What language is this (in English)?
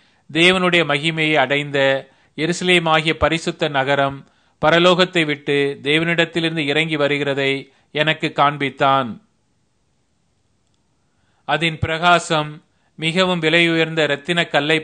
Tamil